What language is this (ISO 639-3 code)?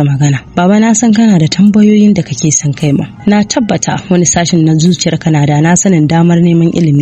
hau